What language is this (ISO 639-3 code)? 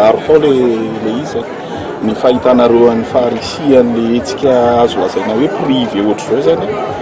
mlg